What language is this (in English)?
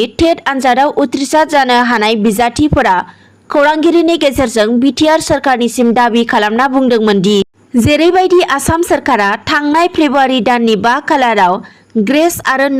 Bodo